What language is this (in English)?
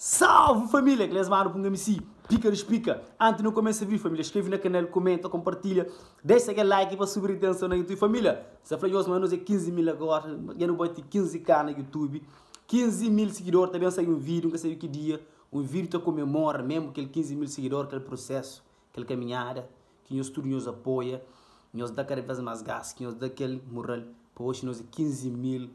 Kabuverdianu